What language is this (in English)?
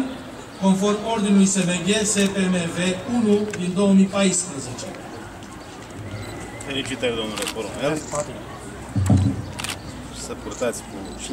Romanian